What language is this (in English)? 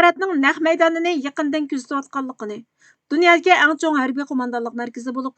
Uyghur